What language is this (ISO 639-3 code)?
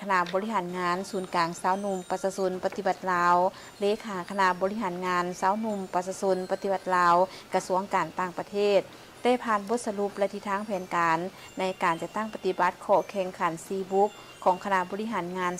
lao